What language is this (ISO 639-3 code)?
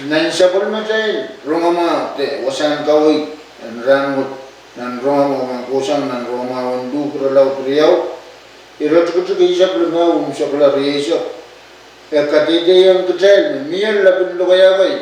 pon